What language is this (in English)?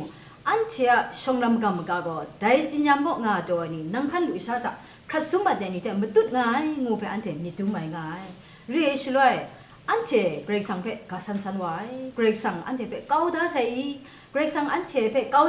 Kachin